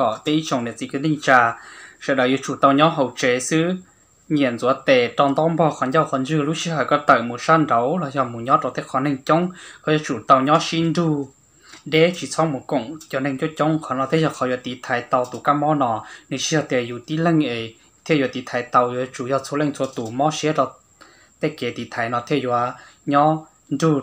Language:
Hmong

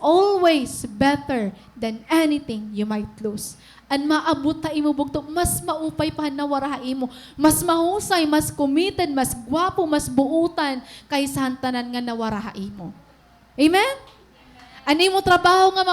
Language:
Waray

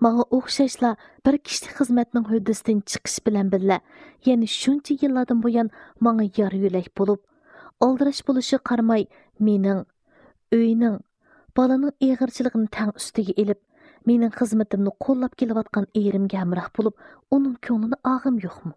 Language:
Uyghur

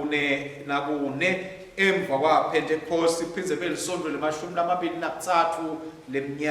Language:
Swati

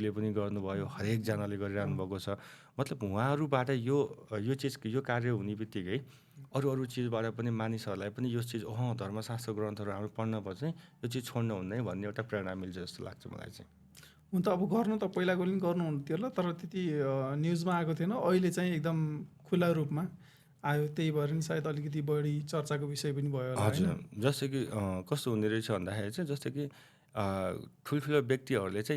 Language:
Nepali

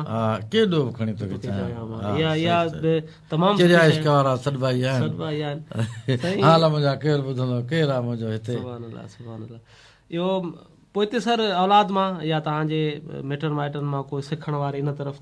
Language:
Sindhi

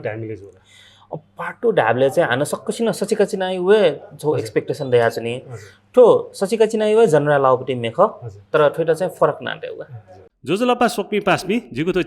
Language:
Newari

